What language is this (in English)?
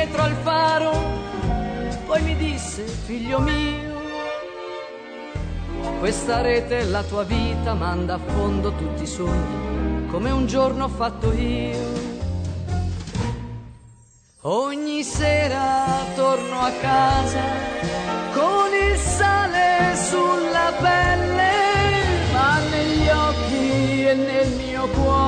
Italian